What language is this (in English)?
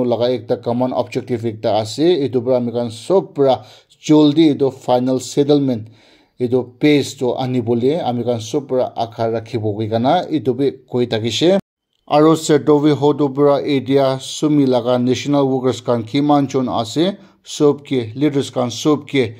Naga Pidgin